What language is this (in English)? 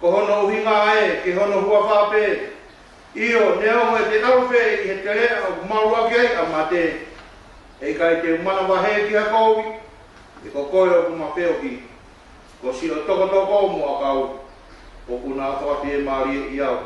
Tongan